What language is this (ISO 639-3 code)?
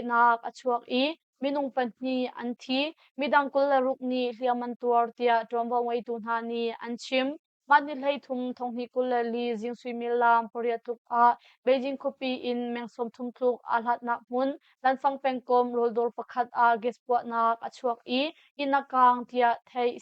cnh